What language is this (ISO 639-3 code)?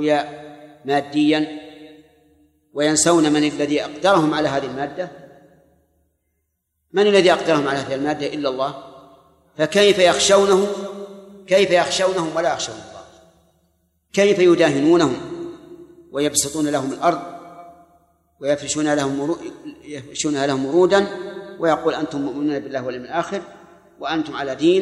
ara